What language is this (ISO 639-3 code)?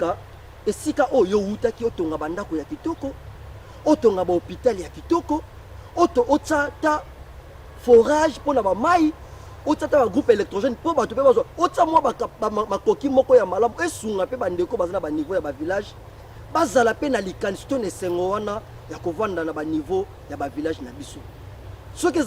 lin